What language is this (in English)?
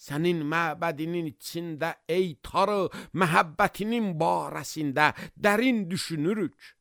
Azerbaijani